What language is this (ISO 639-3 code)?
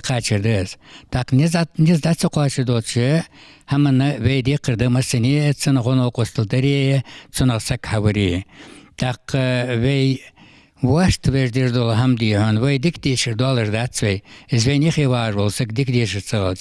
inh